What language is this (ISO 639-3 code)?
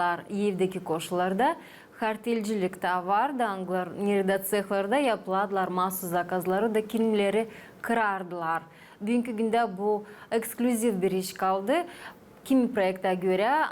gag